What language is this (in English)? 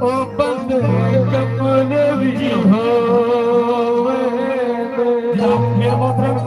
Saraiki